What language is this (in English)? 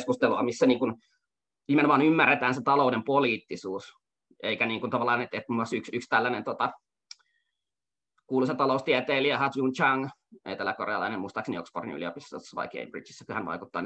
Finnish